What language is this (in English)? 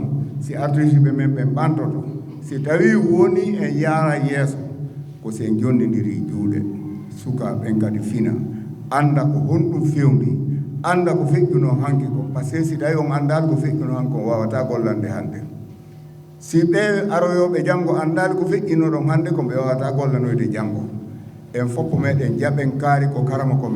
Fula